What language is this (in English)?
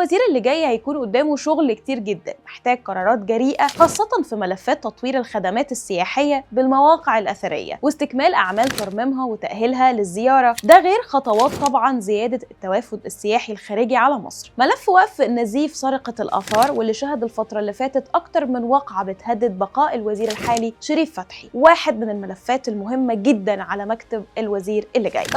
Egyptian Arabic